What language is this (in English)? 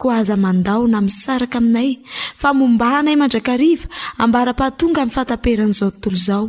Malagasy